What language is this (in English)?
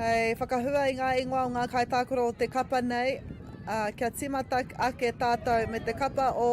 Māori